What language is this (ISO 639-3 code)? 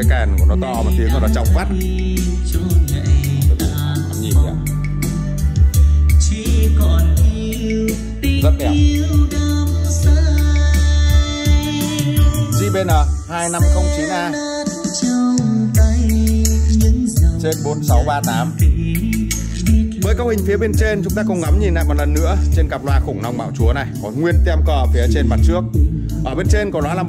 vie